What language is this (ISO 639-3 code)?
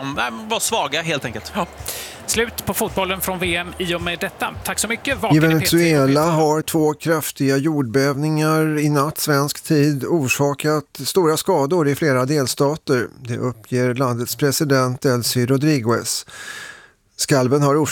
swe